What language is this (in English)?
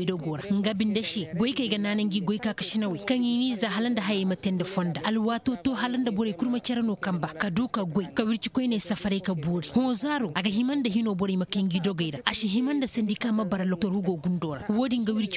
Koyraboro Senni